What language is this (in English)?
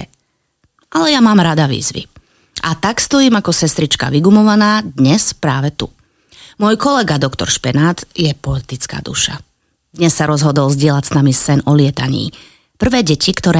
Slovak